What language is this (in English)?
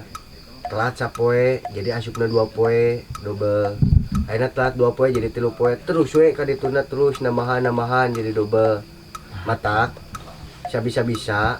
Sundanese